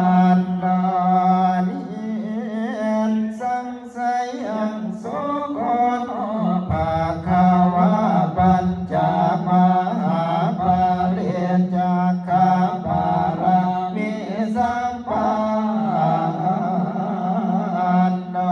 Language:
Pali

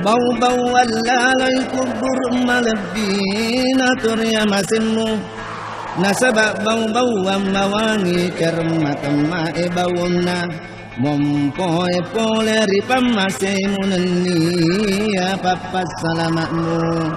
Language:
Buginese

